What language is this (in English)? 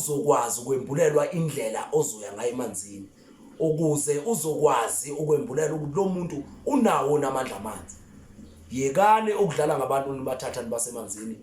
Zulu